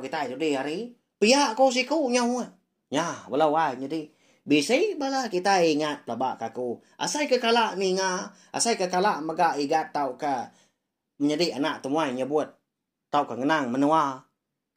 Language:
Iban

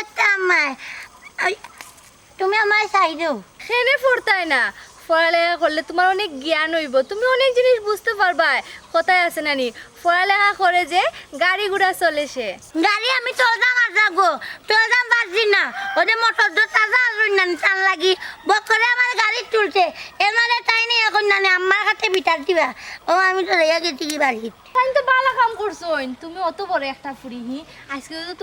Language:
Sylheti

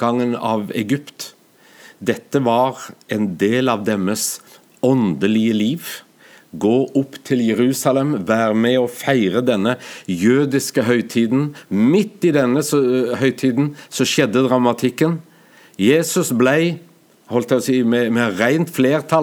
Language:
Norwegian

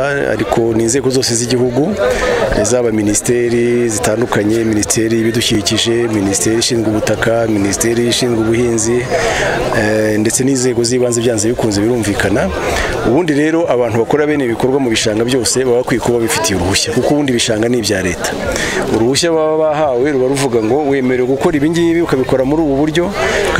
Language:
Kinyarwanda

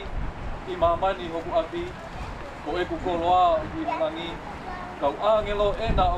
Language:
Tongan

